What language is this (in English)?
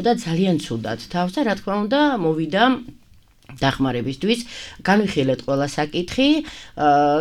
Georgian